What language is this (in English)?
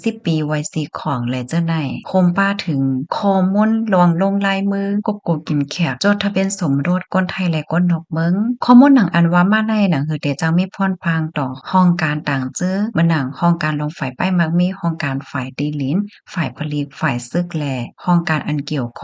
Shan